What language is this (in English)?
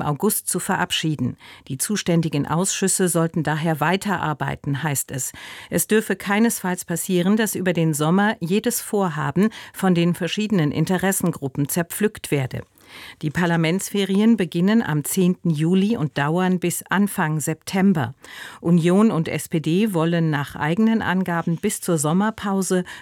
German